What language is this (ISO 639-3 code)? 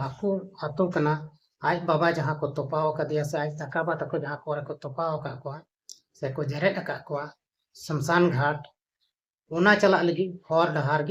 sat